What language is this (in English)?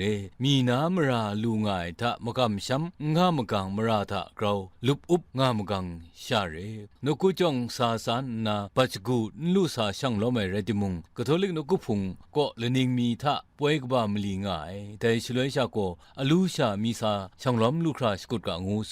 Kachin